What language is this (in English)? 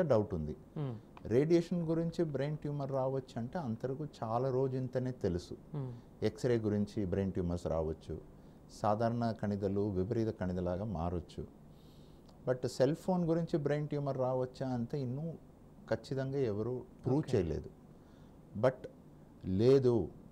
Telugu